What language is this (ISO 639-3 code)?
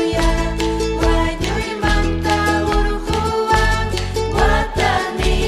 quy